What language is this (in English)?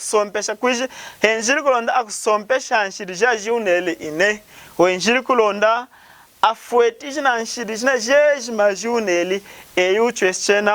Lunda